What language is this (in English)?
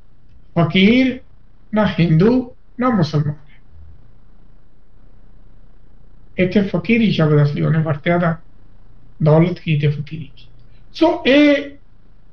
Punjabi